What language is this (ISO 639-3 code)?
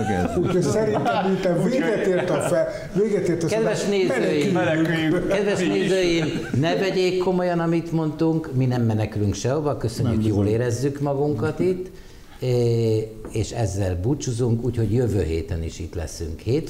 hun